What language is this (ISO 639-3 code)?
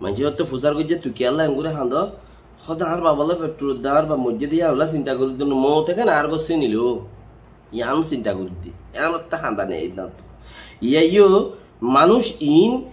rhg